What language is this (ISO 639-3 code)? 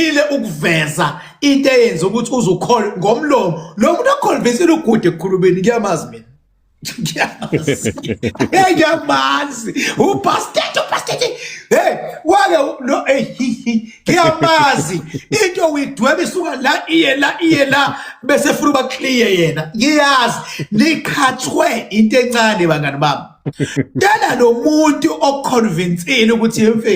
zul